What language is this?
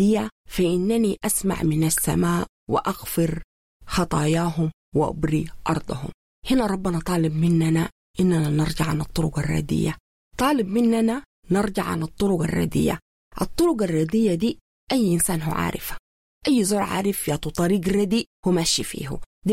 Sudanese Arabic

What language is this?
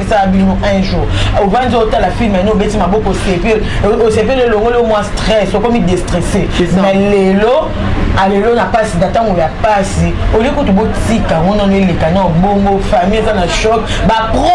Lingala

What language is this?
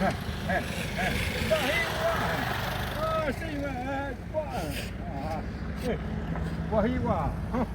Xavánte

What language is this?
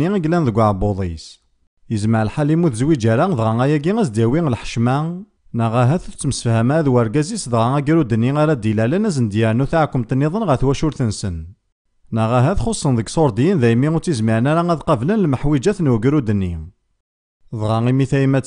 Kabyle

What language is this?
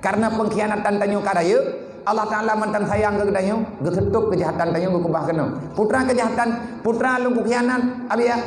Achinese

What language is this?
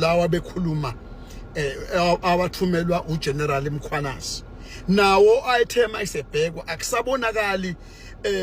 Zulu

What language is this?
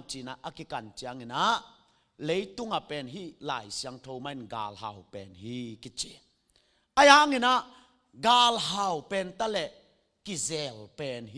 Tedim Chin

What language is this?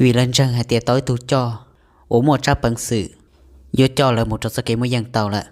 Hmong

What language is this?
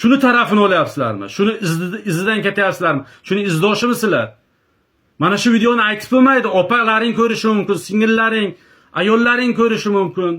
Uzbek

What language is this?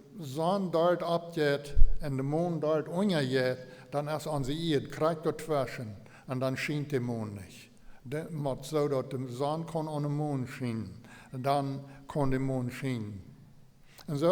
Plautdietsch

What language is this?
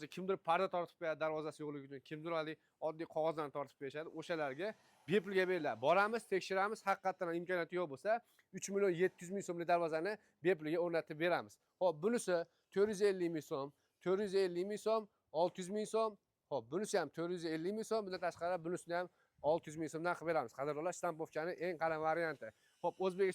Uzbek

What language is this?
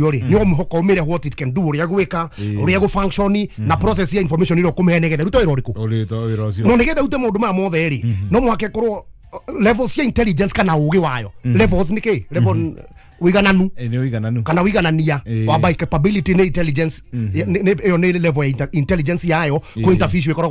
Kikuyu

